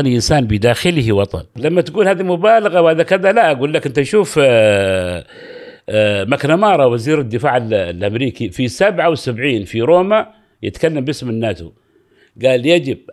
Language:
Gulf Arabic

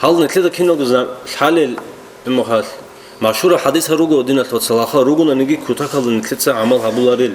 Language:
Avaric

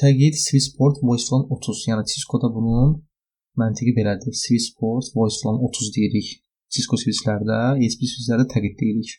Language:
Azerbaijani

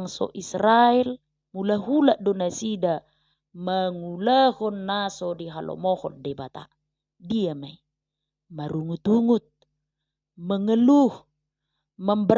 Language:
Batak Toba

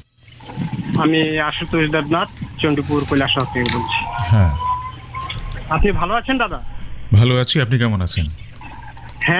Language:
Bangla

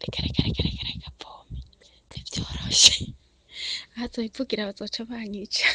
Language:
Rundi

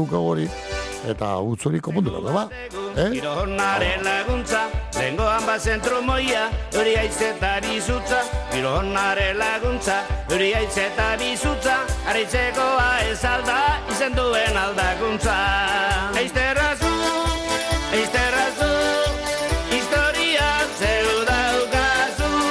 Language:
Basque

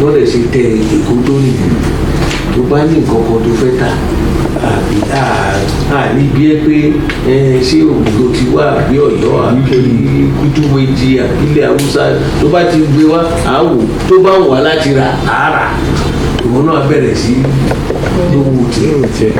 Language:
Yoruba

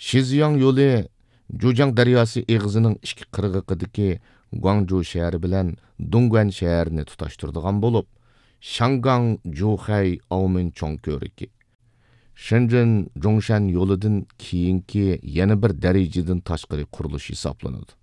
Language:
Uyghur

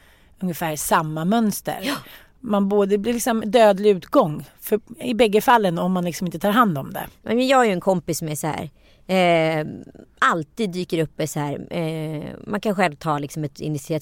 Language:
Swedish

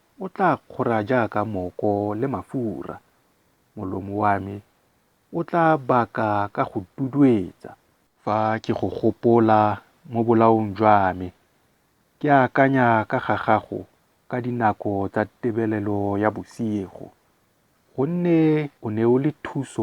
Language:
Tswana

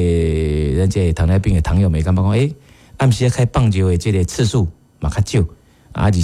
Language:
Min Nan Chinese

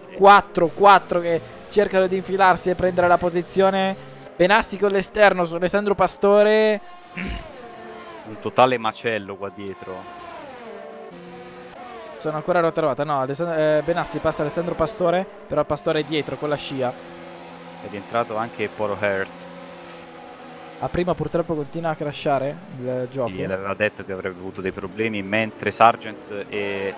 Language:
Italian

